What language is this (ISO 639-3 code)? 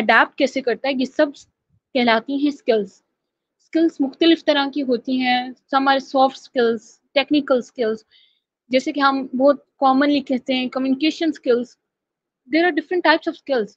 urd